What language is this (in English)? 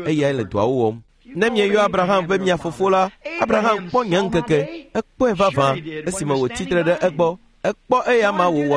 Ewe